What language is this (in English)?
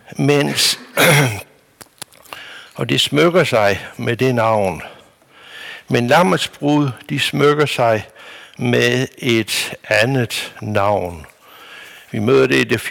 Danish